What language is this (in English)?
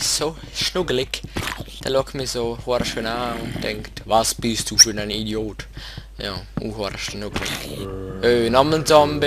Swiss German